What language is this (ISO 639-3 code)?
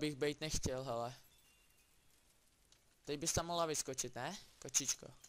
ces